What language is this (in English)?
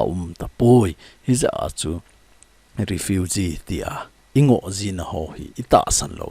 Thado Chin